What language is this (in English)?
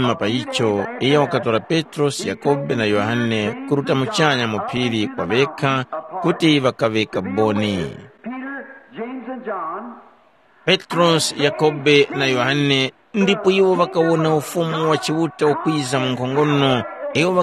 Tumbuka